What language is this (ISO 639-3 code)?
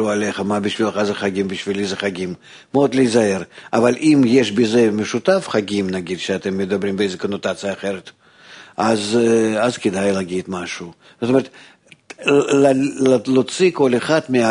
heb